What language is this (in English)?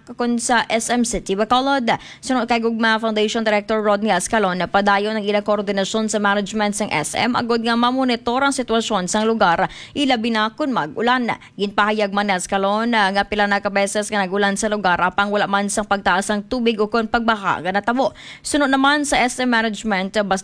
Hiligaynon